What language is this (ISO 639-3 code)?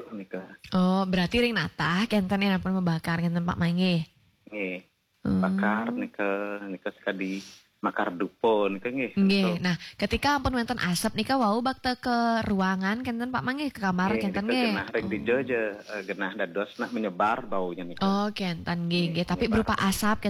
ban